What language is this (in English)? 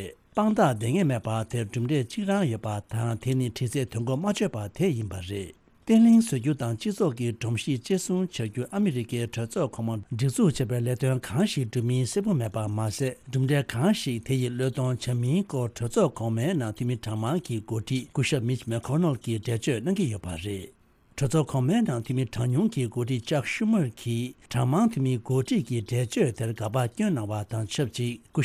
Tibetan